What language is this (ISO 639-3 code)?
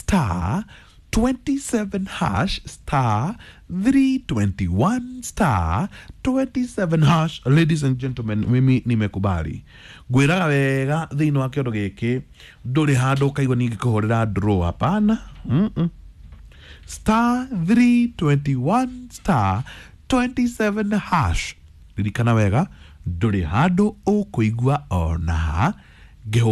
kik